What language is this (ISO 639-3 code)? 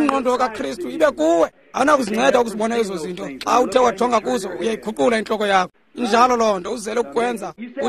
xho